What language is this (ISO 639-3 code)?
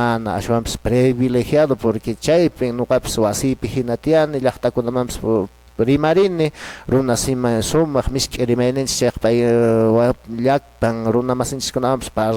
que